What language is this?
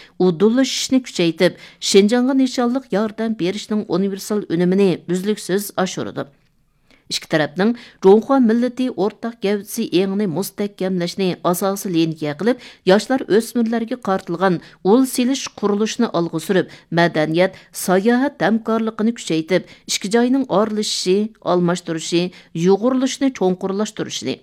Uyghur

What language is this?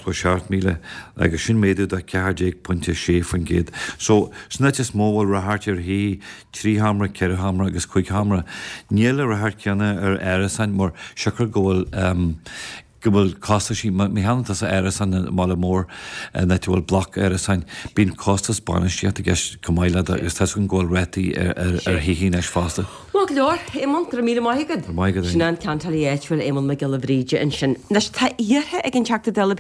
Irish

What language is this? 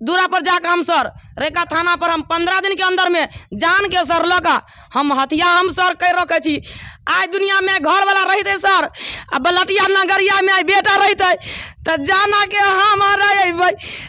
Maithili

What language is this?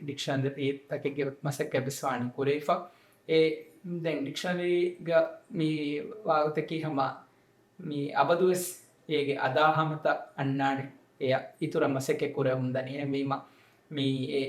Divehi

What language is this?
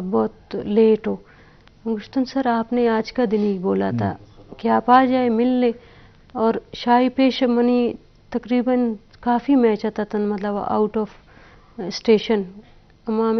Baluchi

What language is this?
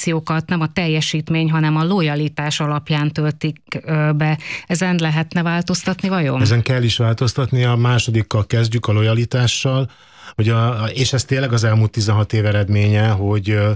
Hungarian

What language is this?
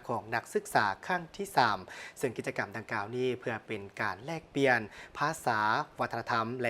Lao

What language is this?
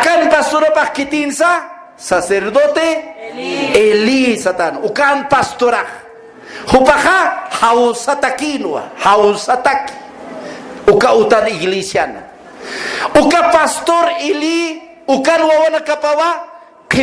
Aymara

